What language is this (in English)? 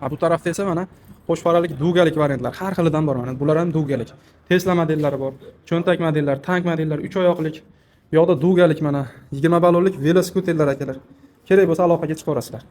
Uzbek